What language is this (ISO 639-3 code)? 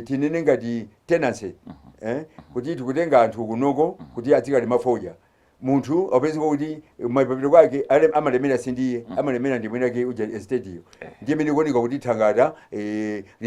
nya